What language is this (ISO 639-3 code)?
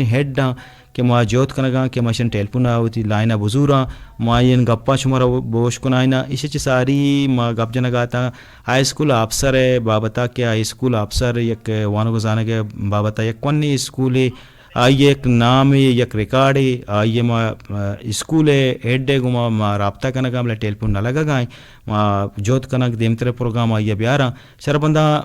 bgp